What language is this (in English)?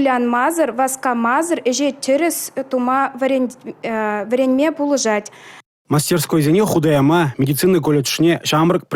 Chuvash